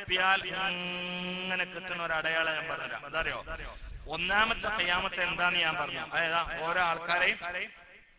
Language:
Malayalam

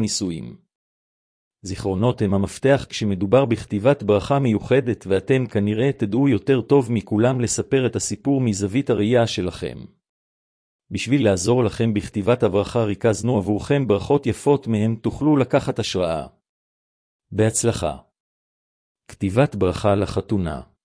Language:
Hebrew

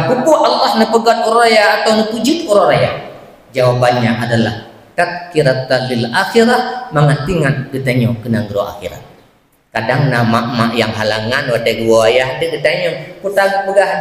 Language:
Achinese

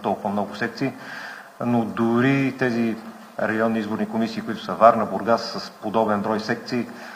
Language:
Bulgarian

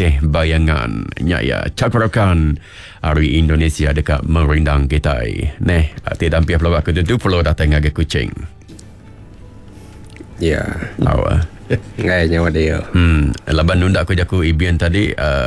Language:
Iban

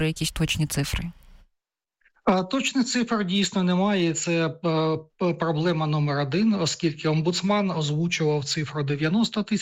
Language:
Ukrainian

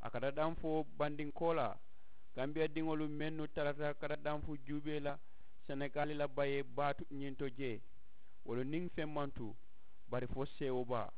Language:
Mandingo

